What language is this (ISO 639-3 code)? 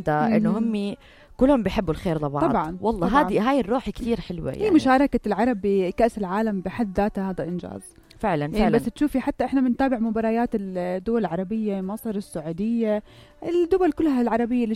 apc